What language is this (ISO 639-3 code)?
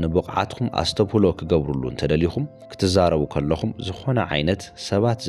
tir